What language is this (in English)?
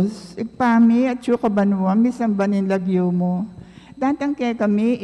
Pampanga